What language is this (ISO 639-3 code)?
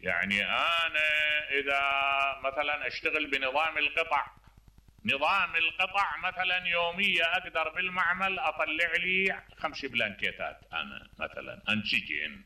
acm